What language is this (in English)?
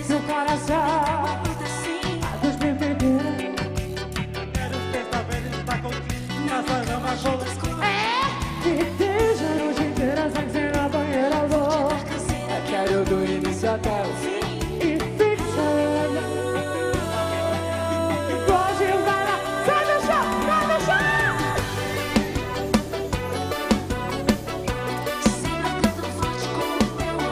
Portuguese